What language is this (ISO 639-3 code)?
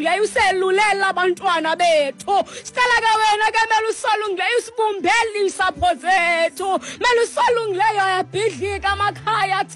xho